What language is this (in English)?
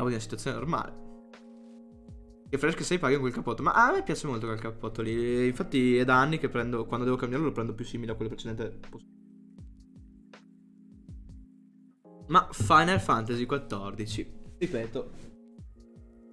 Italian